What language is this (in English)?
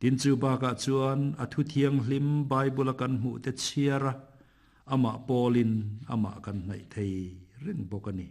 Mizo